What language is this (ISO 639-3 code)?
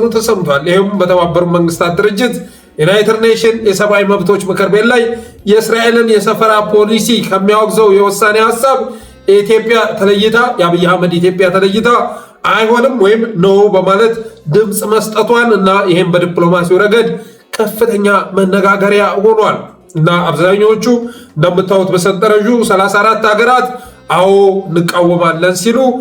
amh